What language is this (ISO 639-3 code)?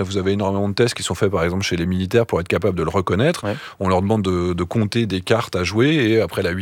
fra